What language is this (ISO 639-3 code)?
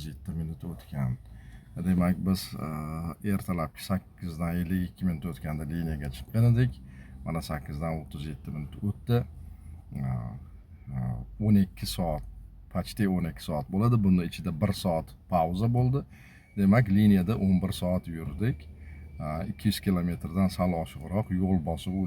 uzb